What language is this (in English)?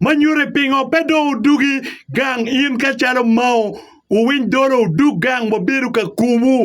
Acoli